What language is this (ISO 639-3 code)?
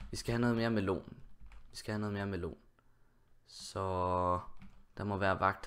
dan